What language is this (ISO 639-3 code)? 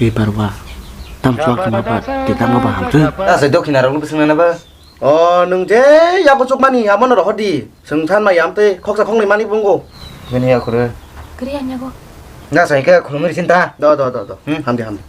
trp